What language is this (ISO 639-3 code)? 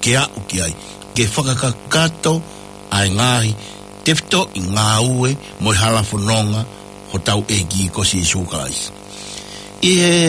ton